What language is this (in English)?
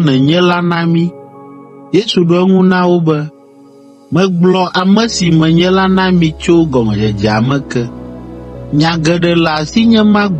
Ewe